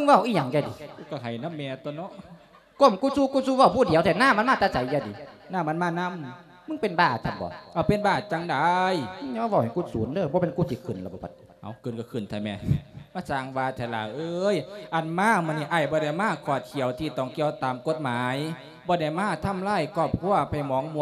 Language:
Lao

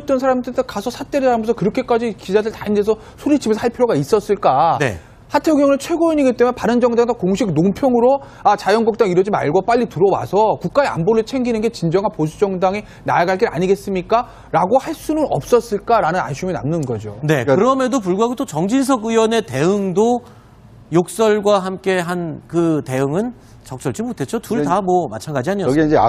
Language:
Korean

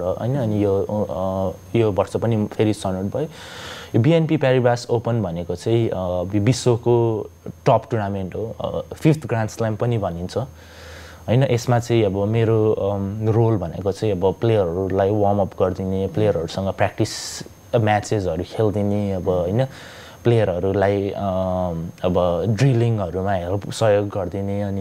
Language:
Nepali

